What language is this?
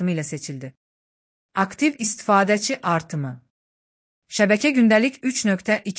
Azerbaijani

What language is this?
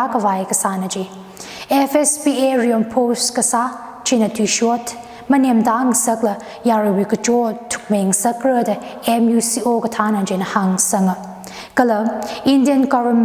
Tangkhul Naga (India)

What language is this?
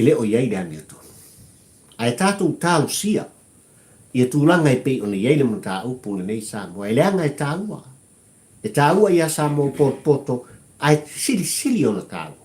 Samoan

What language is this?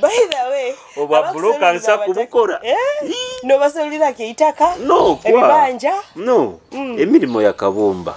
Nyoro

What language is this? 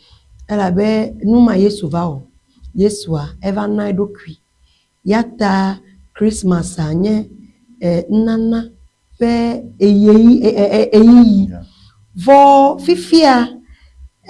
Ewe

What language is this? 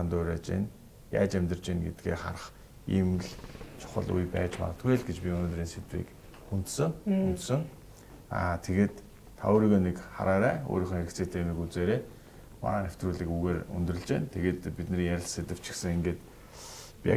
Mongolian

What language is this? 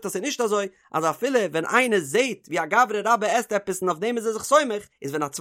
Yiddish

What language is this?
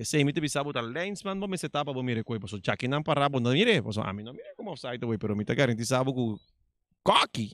Papiamento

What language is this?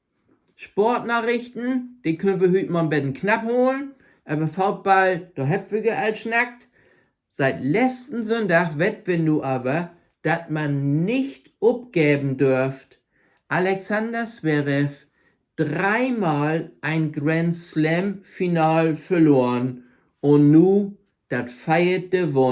Low German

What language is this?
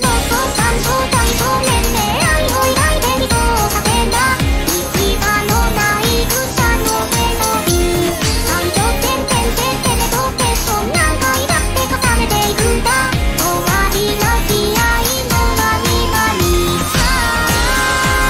Japanese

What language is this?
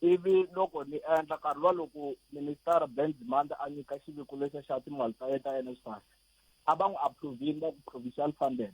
Tsonga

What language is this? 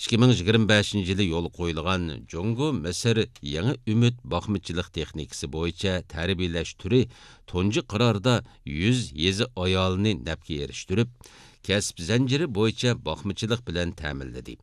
Uyghur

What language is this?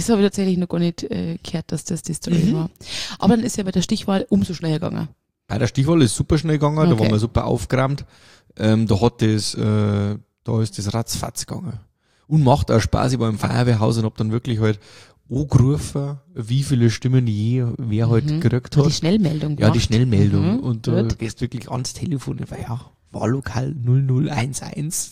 German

